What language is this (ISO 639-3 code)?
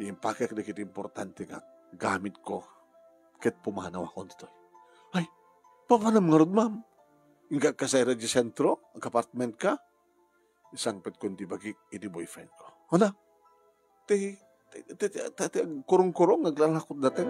ilo